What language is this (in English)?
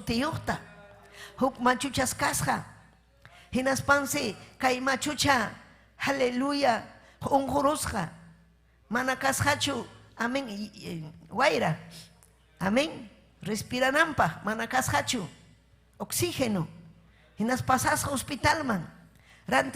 Ayacucho Quechua